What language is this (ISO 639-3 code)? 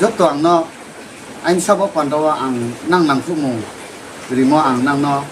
ria